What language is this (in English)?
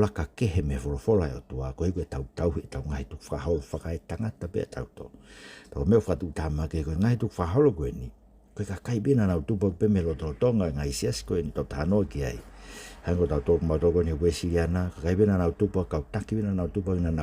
Tongan